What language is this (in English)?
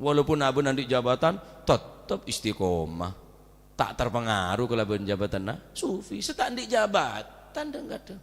Madurese